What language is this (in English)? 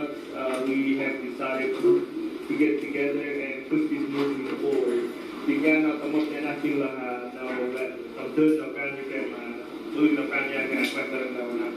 Central Mnong